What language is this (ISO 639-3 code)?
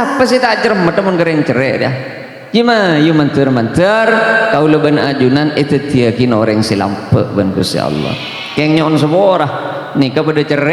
mad